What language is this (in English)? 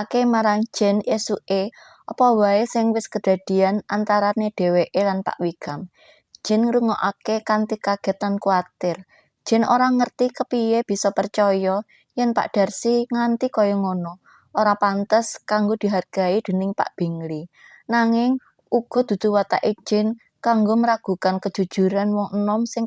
Javanese